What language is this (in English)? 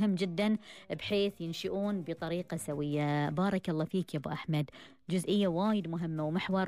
Gulf Arabic